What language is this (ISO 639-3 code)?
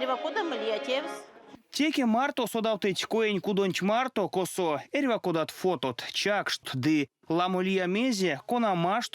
myv